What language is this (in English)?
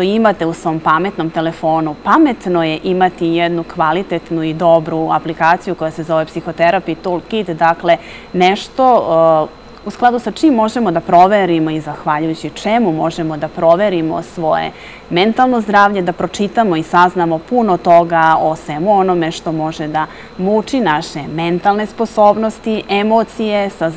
Serbian